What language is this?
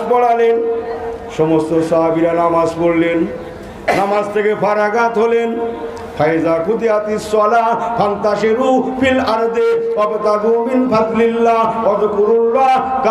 Bangla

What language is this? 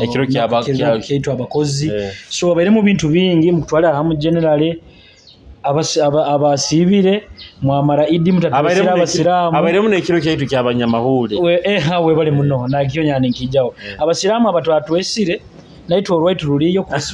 Nyoro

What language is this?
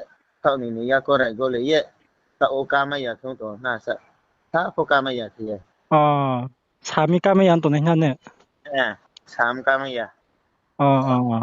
Riang (India)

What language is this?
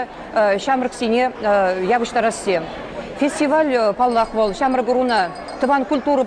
Chuvash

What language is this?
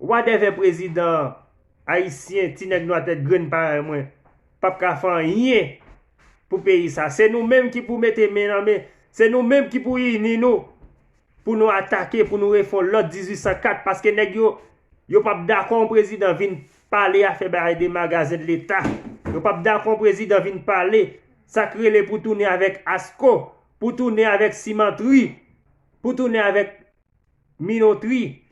Haitian Creole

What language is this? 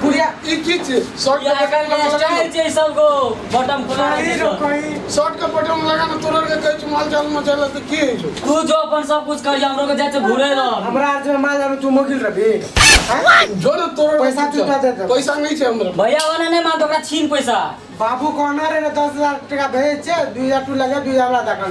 Maithili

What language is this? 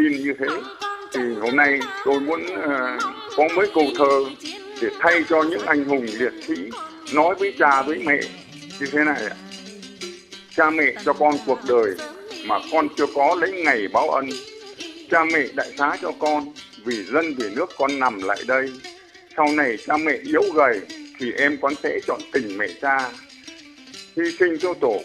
Vietnamese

